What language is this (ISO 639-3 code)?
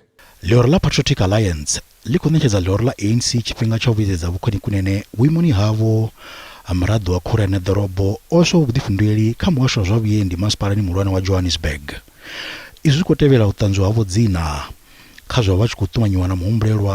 ven